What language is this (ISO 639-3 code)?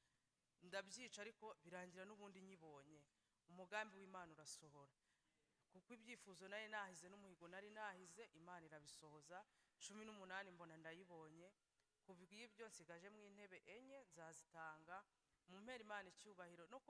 kin